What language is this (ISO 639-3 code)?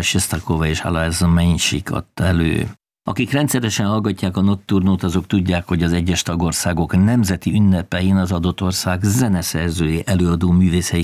hun